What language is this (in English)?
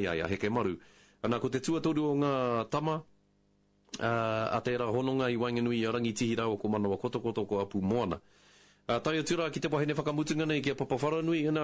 Māori